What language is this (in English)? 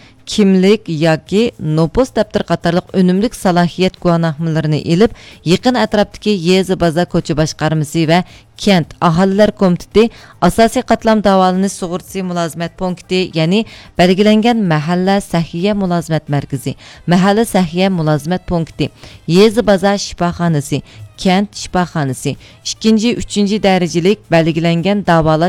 Uyghur